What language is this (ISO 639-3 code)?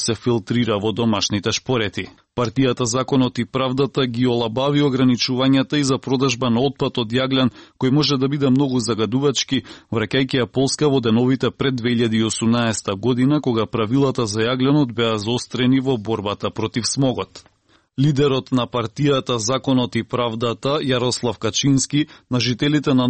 mkd